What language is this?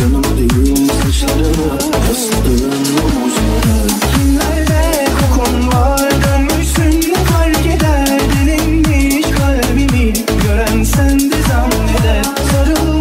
Turkish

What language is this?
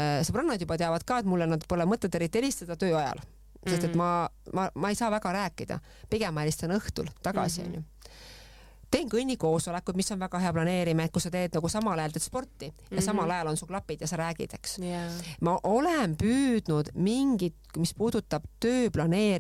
Estonian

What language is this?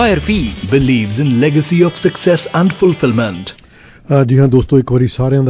Punjabi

